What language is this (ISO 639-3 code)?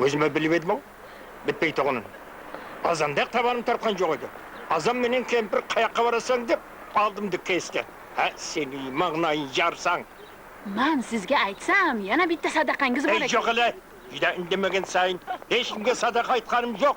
kaa